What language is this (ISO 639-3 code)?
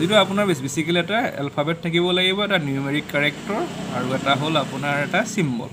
asm